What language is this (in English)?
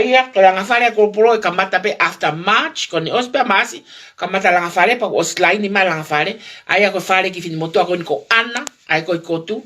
Tongan